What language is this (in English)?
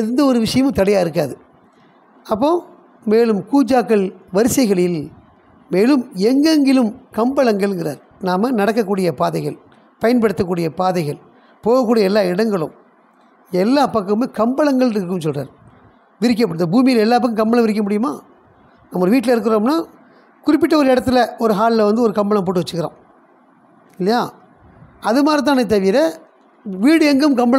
Tamil